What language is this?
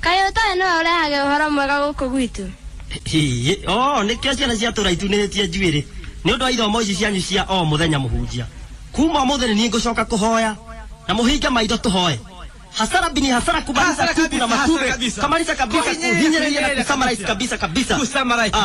Kikuyu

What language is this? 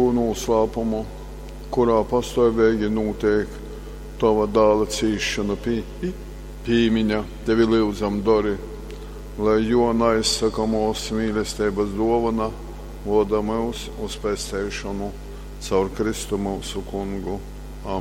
Latgalian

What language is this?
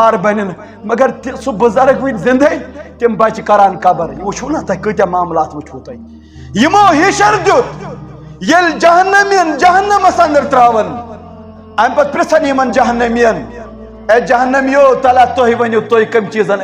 Kashmiri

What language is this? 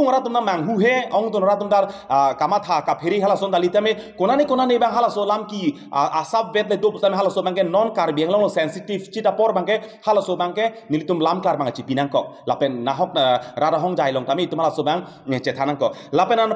Karbi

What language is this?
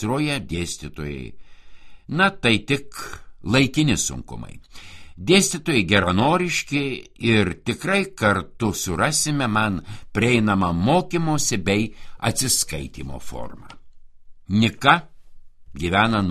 Lithuanian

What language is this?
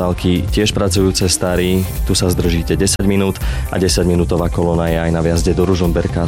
Slovak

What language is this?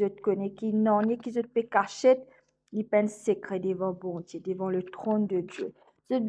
Morisyen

